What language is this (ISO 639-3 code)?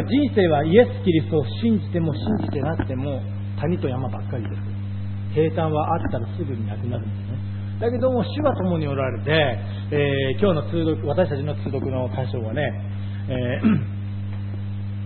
jpn